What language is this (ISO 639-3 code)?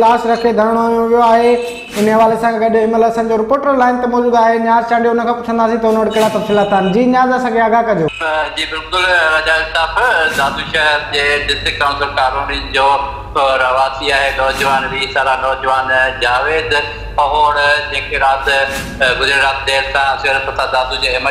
snd